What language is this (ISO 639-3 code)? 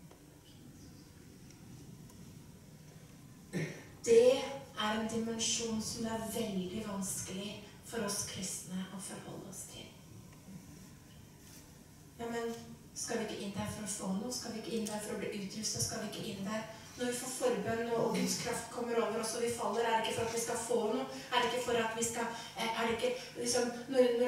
nor